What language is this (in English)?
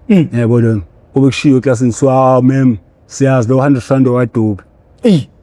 Zulu